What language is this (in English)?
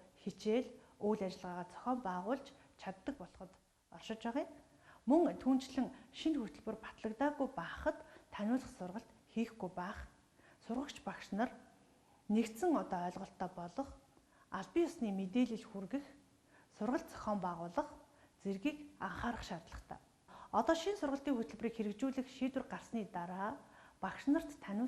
Mongolian